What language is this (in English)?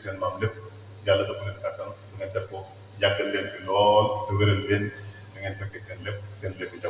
Wolof